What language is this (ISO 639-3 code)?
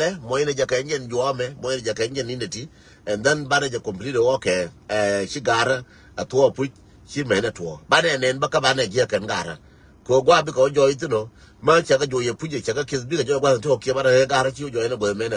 nus